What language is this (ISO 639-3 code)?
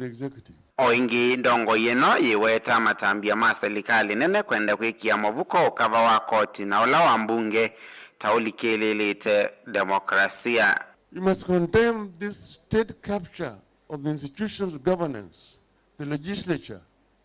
kam